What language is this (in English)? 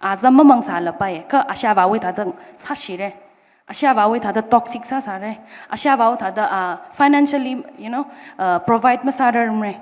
Tangkhul Naga (India)